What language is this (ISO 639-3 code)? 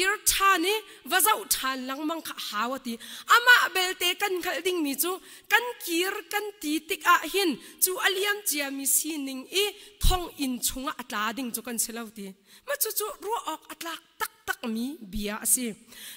cnh